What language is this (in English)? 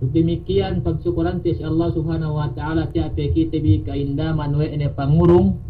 Yakan